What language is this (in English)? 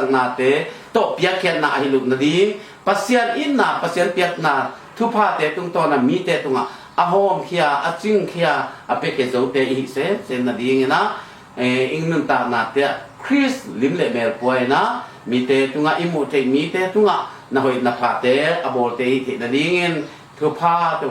Tedim Chin